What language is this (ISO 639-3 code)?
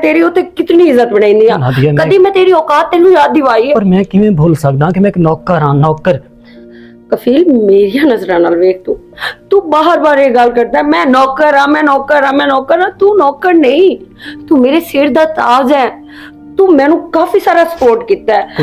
lah